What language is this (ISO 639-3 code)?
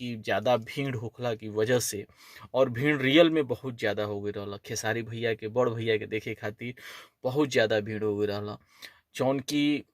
bho